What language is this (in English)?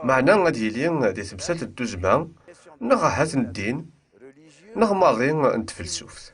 Kabyle